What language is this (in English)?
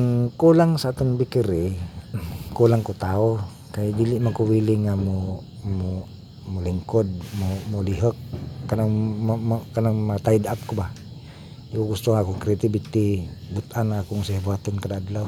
Cebuano